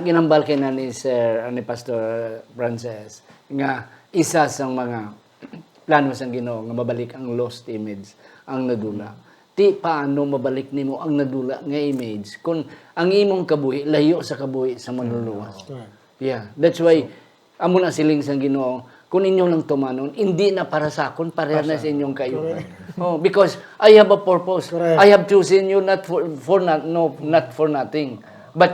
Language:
Hiligaynon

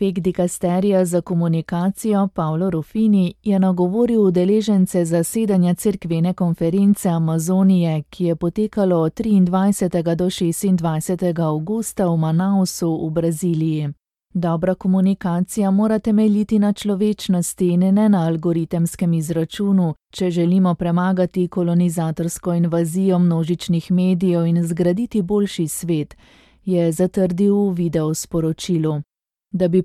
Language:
Slovenian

